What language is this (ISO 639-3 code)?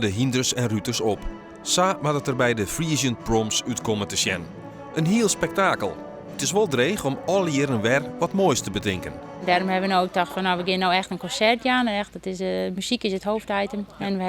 fry